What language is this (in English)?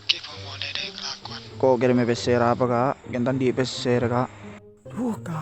Madurese